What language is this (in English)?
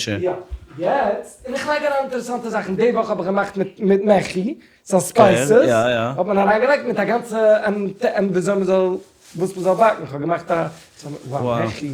Yiddish